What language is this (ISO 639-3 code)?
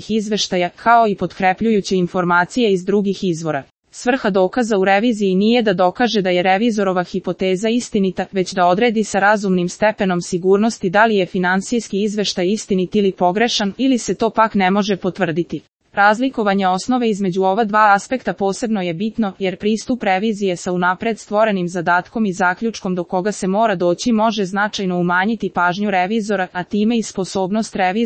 srp